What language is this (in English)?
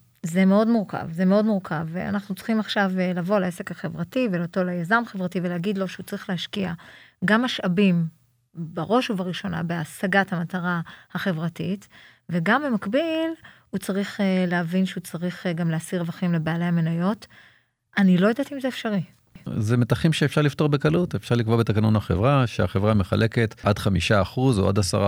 Hebrew